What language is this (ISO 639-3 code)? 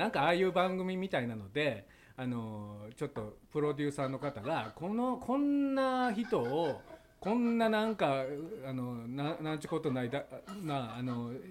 jpn